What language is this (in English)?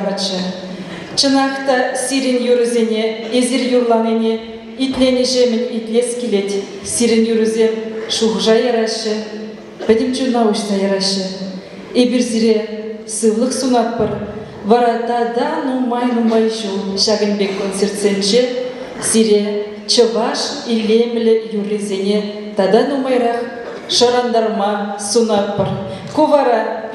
Chuvash